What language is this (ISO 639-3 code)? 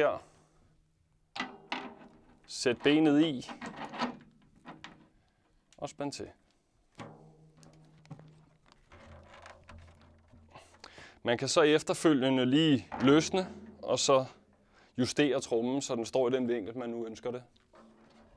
dan